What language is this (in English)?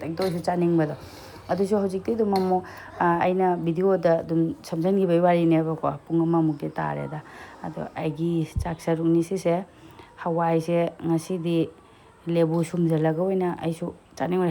Manipuri